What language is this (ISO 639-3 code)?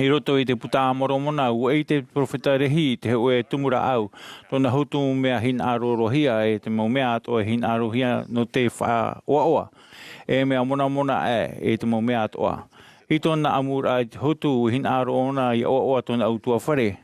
tah